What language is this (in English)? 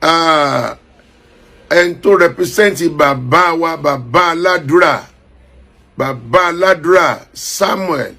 Yoruba